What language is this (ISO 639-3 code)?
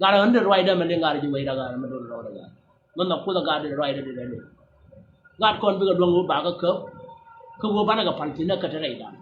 nus